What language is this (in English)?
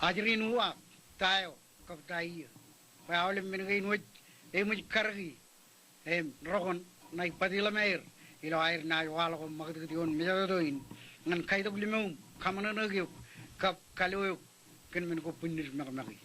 Marshallese